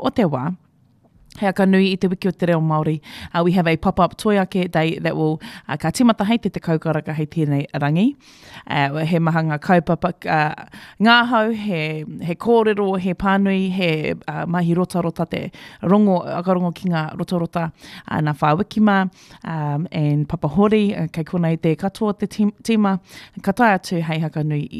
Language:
Māori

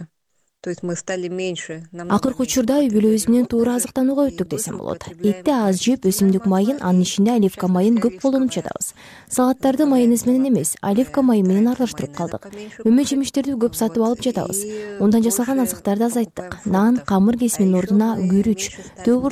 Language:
Kyrgyz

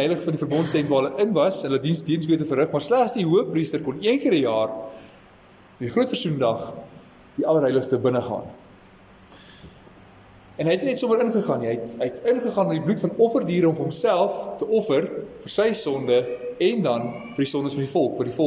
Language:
Afrikaans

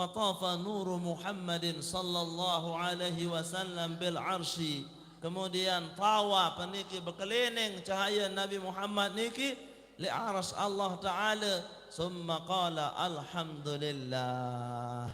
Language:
Sasak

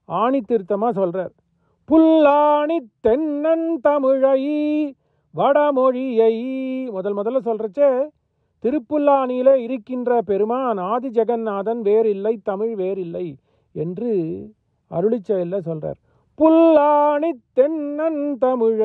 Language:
Tamil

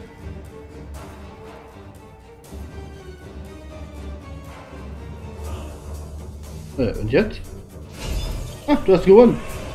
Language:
German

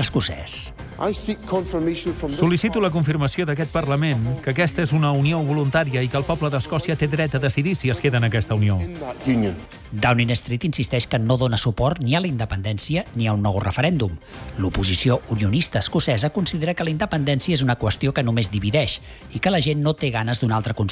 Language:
Catalan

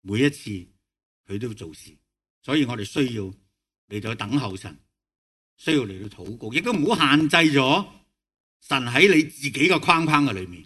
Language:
Cantonese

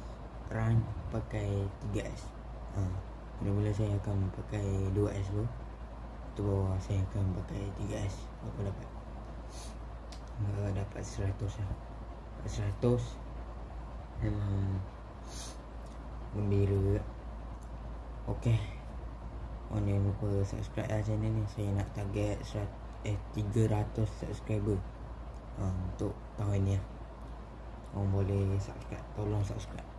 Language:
Malay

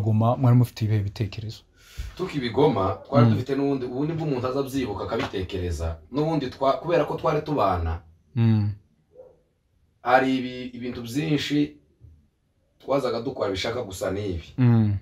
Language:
Kinyarwanda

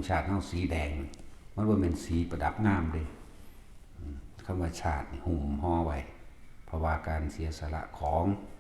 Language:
Northeastern Thai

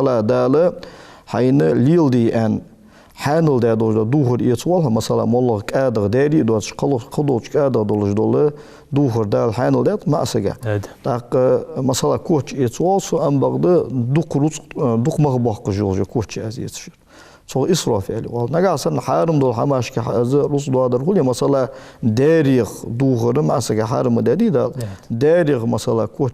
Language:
Ingush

